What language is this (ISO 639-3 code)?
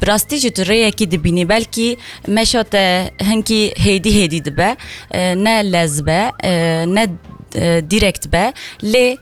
kur